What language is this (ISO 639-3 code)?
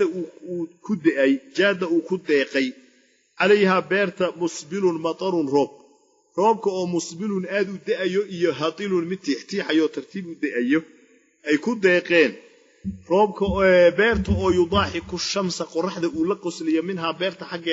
som